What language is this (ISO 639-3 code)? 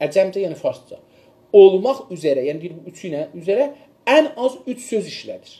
azb